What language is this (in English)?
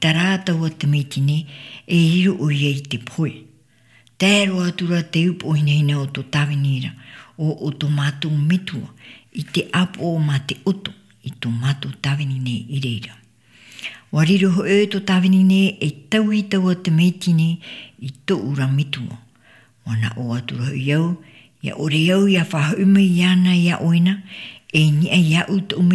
Tahitian